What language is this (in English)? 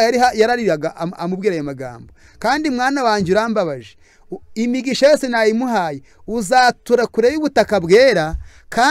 Kinyarwanda